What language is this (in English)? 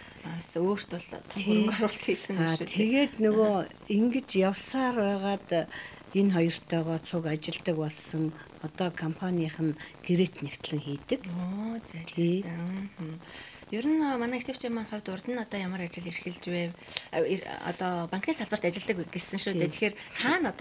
Mongolian